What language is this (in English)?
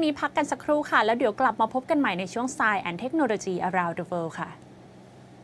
Thai